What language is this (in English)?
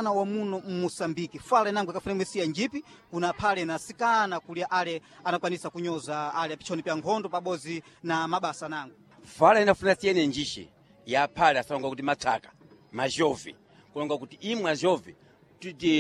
Sena